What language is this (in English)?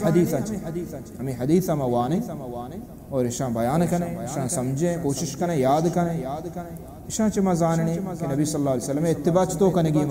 Baluchi